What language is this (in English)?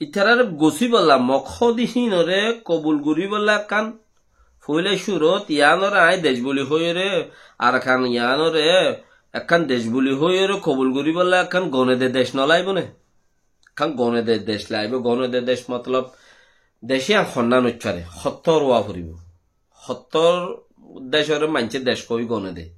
Rohingya